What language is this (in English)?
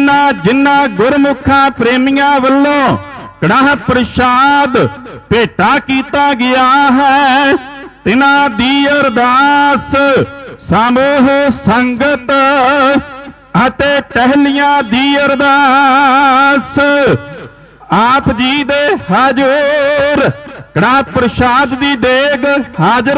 Punjabi